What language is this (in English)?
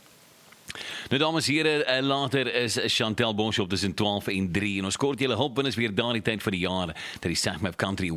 Afrikaans